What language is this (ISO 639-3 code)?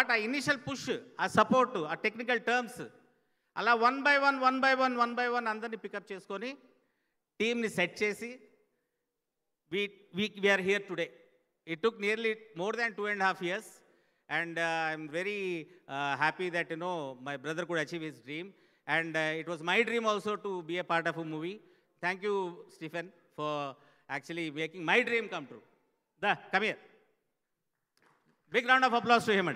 tel